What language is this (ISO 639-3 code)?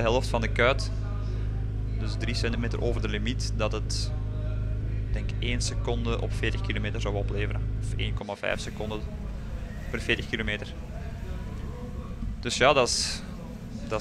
nld